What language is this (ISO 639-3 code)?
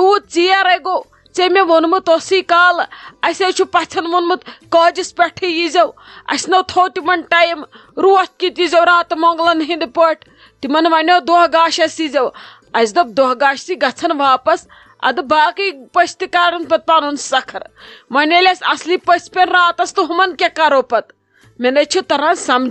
kas